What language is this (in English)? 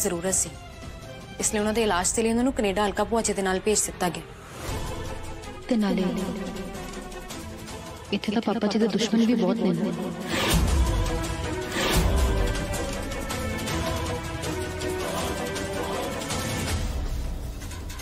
Punjabi